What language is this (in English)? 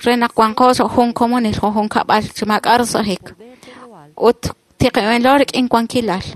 Kekchí